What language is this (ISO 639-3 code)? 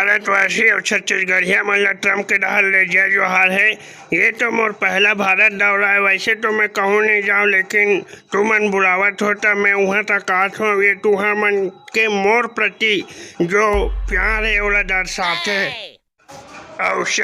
hne